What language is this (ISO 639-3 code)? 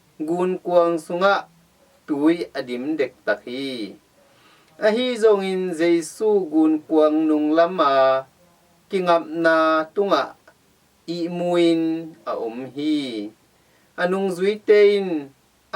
ctd